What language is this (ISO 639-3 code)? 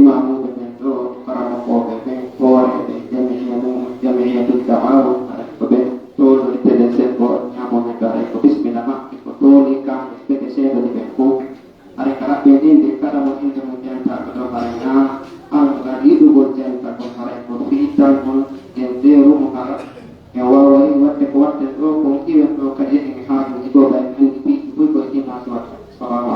fuf